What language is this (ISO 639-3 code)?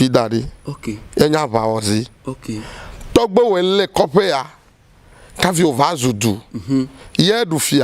ewe